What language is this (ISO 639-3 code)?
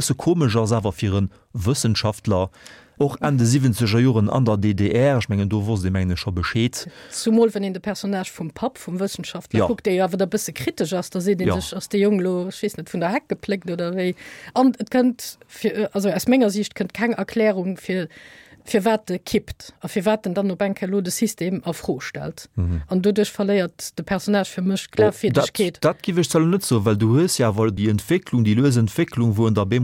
ltz